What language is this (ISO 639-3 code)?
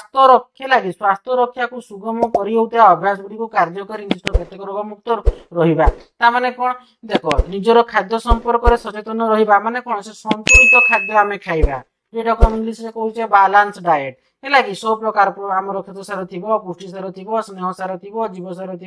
ori